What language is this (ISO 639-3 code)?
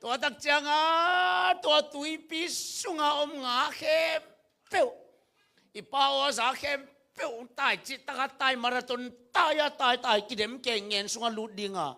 ctd